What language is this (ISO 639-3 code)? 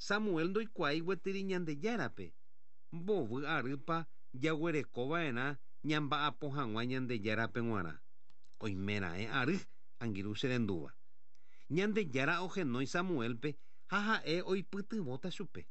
grn